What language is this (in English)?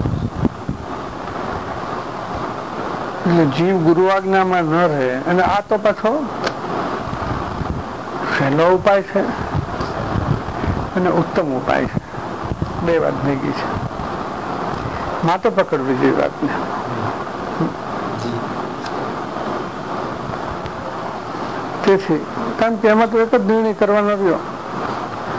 Gujarati